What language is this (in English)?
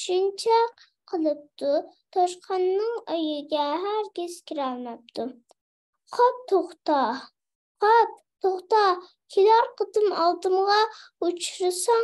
Uyghur